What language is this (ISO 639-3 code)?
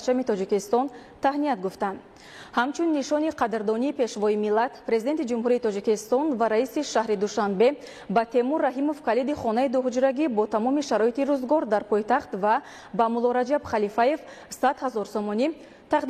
tgk